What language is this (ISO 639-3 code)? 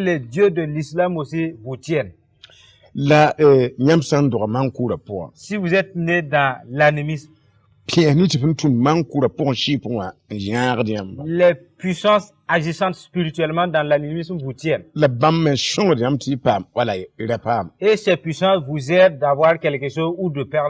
mos